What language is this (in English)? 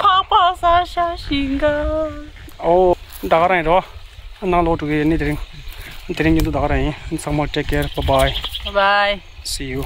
Tibetan